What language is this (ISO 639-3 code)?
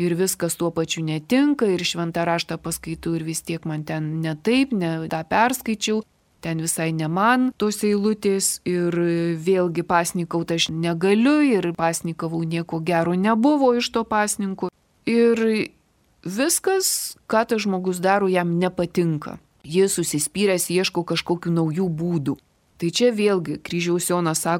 lit